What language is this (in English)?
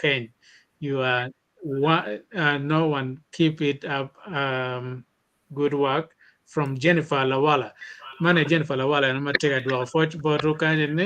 Acoli